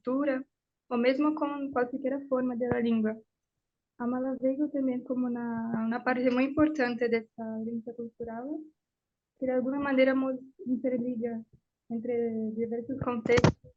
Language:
Ladino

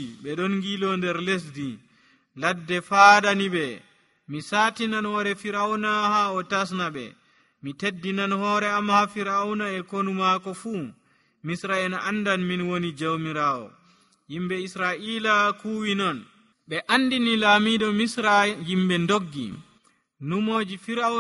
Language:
Nigerian Fulfulde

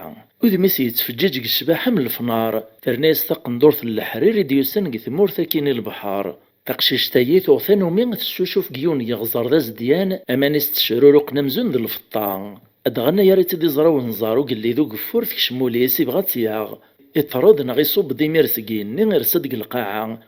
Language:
Kabyle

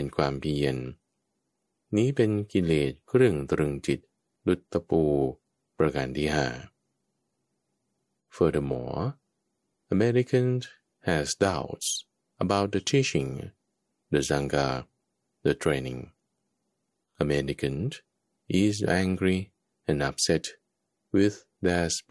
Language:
Thai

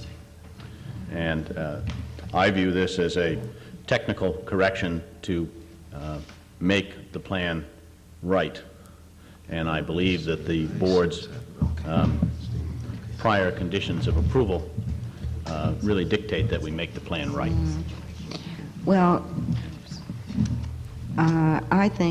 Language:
English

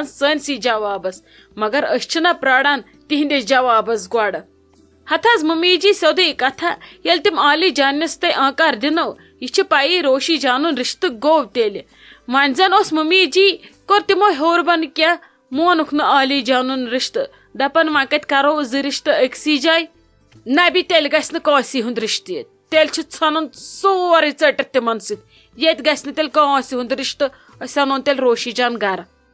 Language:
Kashmiri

